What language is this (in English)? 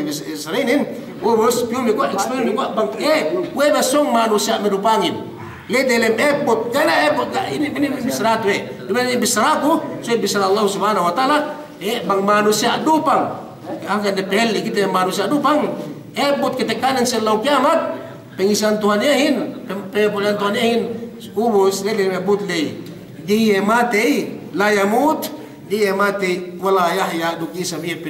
Yakan